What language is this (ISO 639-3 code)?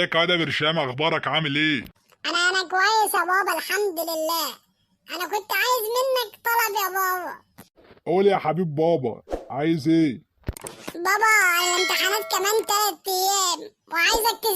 arz